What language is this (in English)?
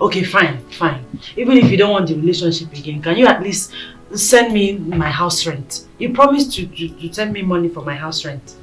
Nigerian Pidgin